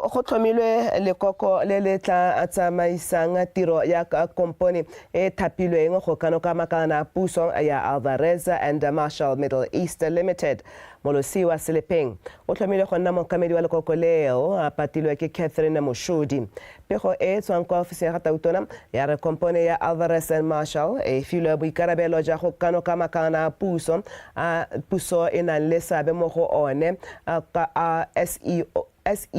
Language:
Tswana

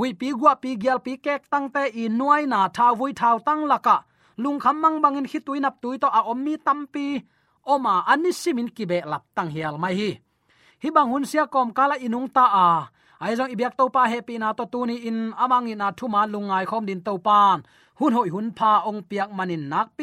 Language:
Tedim Chin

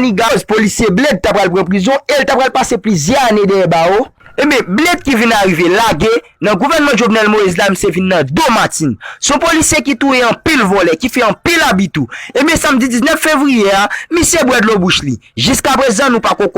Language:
Haitian Creole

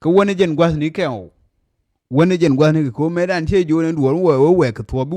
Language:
Nuer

